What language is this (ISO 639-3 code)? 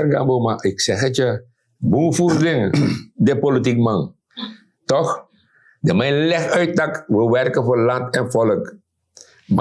srn